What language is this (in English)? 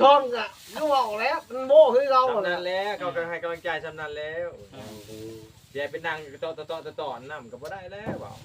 Lao